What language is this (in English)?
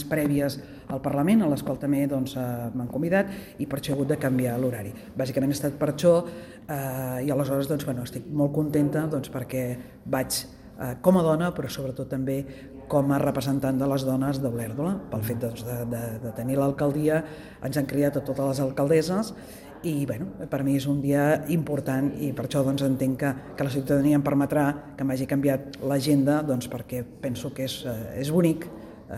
Catalan